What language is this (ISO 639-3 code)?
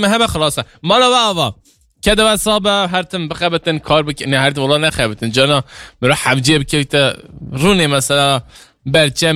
kur